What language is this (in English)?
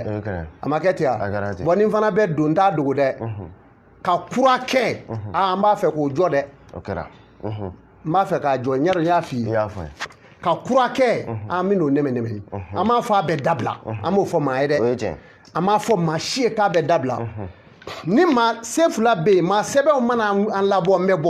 Bambara